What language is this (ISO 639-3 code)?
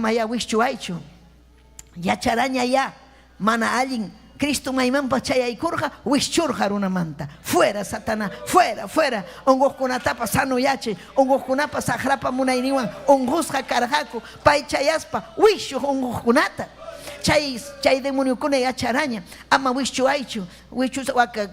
quy